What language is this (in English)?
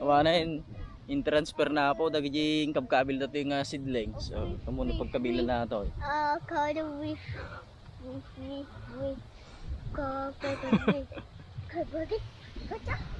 Iloko